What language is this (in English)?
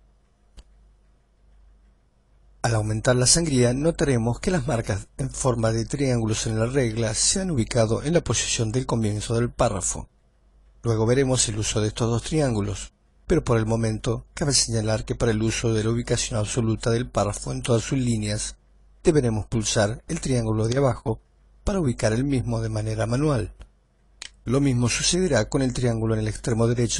Spanish